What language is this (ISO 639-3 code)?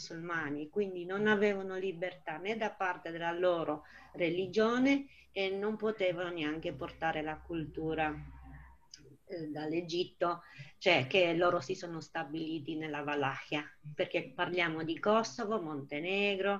ita